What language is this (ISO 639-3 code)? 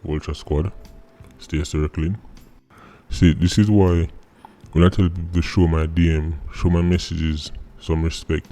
jam